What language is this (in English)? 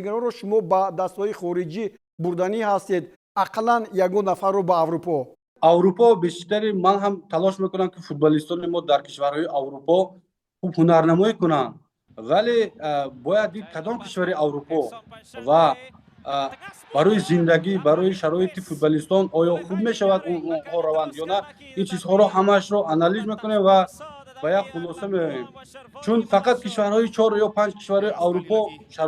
Tajik